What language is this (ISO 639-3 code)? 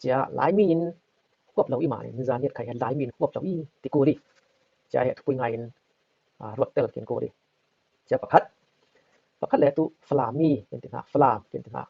cfm